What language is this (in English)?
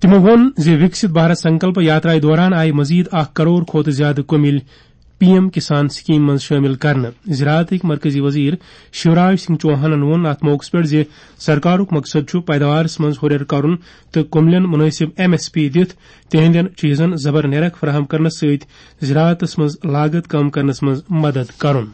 Kashmiri